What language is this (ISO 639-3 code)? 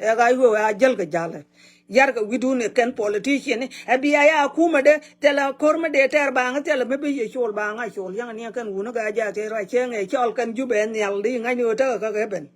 nus